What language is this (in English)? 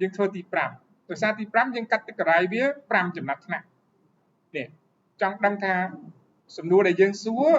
Khmer